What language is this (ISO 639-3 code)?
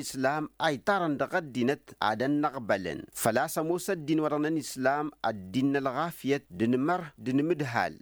taq